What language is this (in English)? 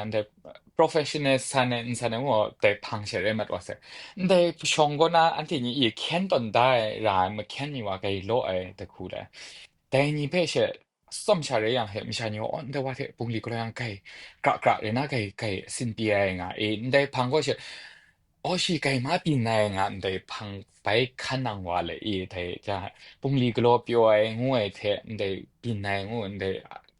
Kachin